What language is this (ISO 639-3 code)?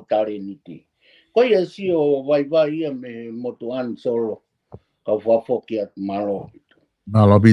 ton